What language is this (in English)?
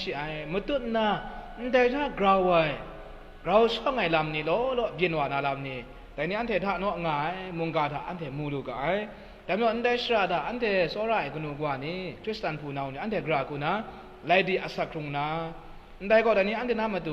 Kachin